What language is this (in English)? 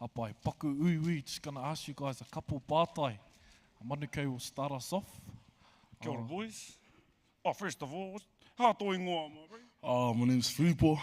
Māori